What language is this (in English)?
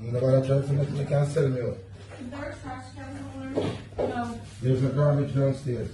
Jamaican Creole English